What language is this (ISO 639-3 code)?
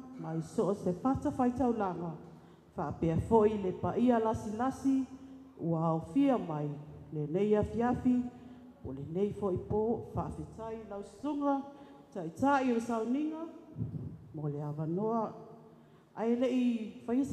smo